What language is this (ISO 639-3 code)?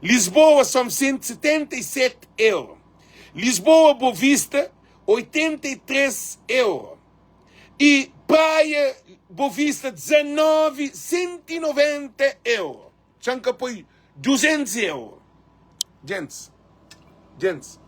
kea